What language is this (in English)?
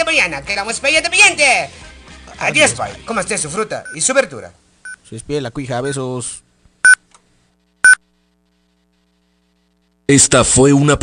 Spanish